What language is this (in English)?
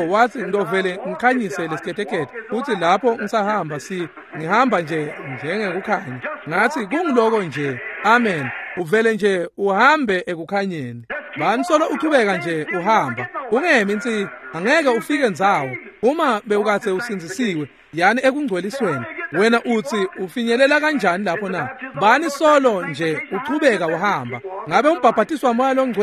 Swati